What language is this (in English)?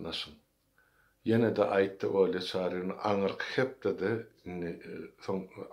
Turkmen